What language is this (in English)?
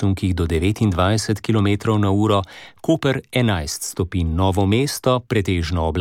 Slovenian